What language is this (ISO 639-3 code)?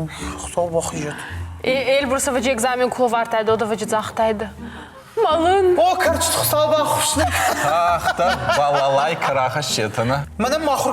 oss